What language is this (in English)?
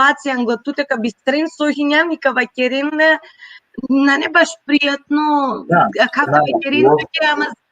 Balkan Romani